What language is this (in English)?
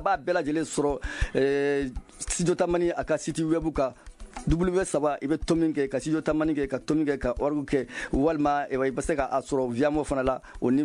Bambara